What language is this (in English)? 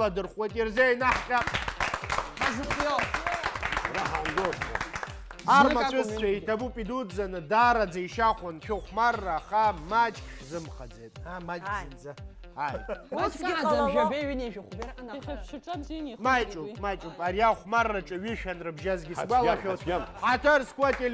Abkhazian